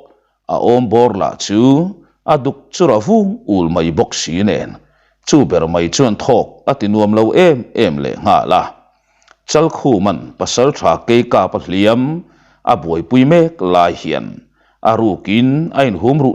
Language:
Mizo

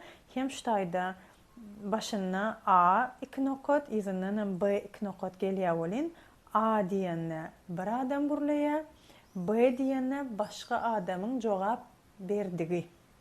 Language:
Turkmen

